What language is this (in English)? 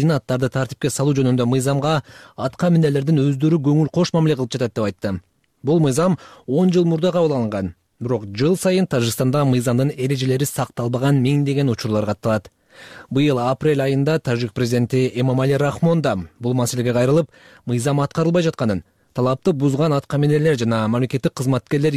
Kyrgyz